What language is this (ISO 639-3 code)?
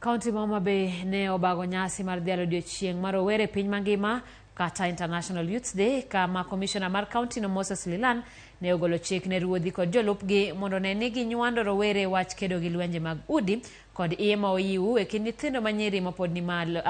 luo